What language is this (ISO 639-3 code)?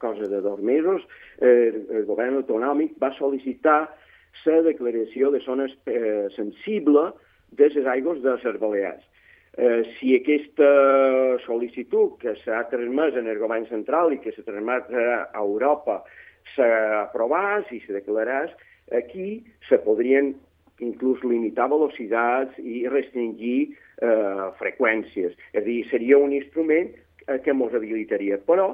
cat